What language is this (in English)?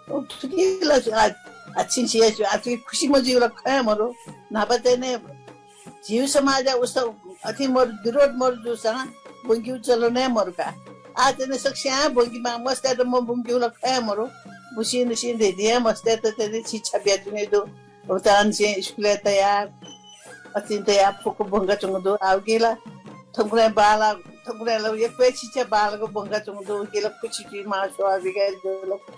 Newari